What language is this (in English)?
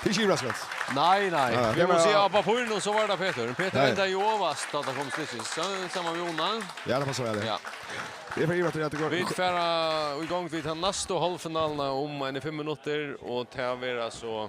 Faroese